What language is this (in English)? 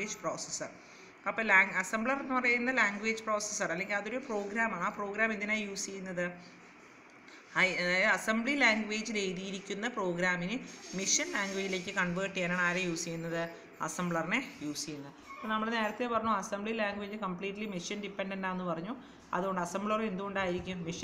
Malayalam